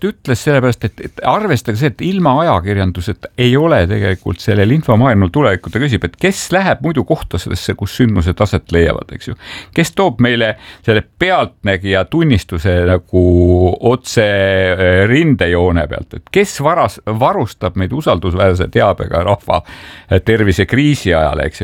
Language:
Estonian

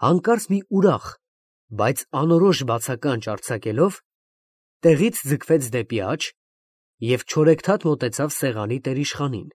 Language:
Armenian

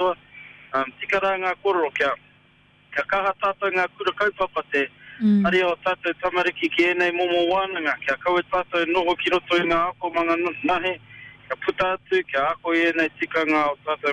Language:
Māori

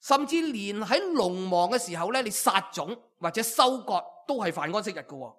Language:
Cantonese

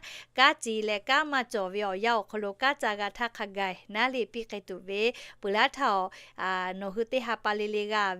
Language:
Lahu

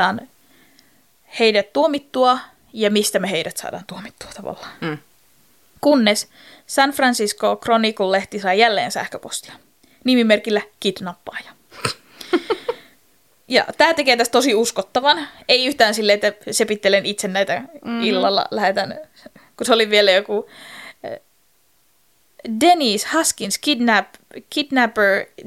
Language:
Finnish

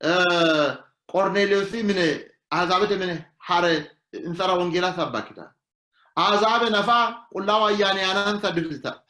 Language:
Sidamo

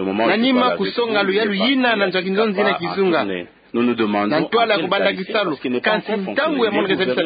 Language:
Kituba (Democratic Republic of Congo)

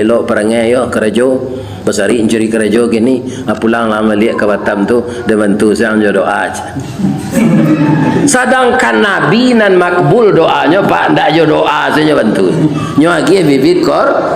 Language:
Minangkabau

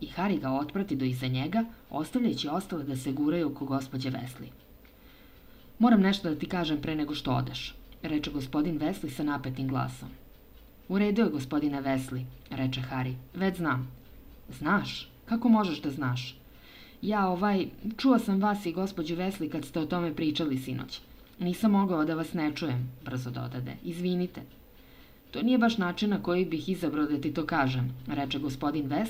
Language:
Serbian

